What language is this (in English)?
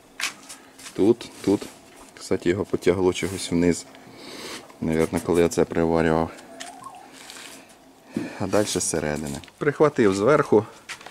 Ukrainian